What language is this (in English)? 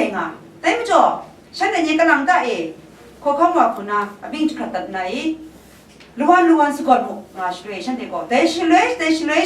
Kachin